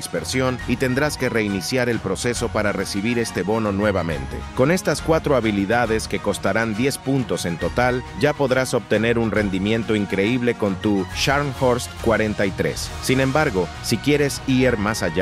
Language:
Spanish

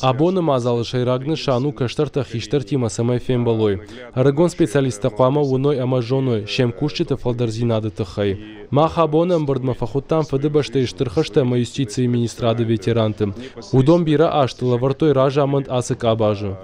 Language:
Ossetic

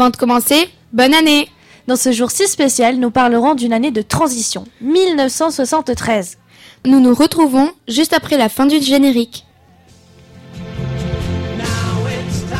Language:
French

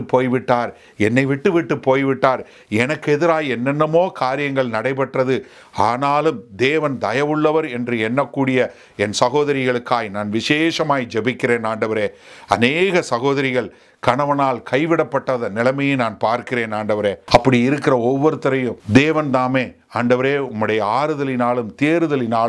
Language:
Tamil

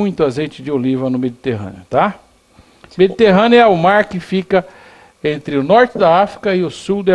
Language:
Portuguese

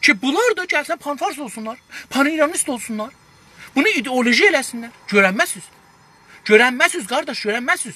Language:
South Azerbaijani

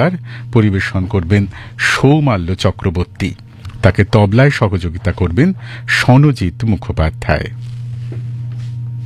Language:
Bangla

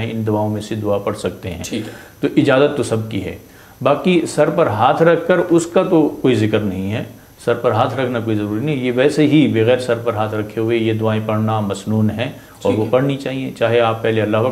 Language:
Urdu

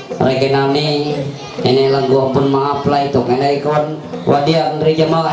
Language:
Ma'anyan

